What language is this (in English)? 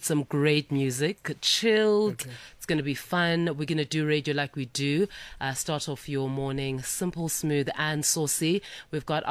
English